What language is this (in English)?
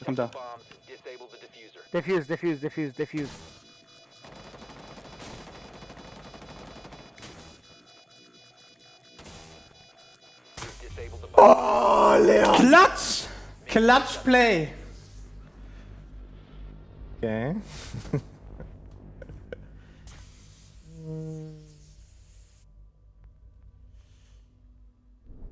German